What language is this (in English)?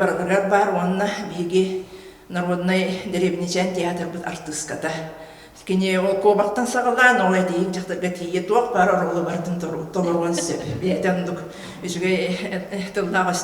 Yakut